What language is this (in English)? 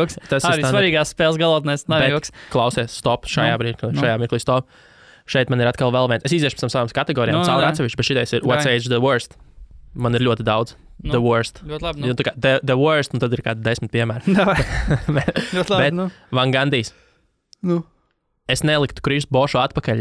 Latvian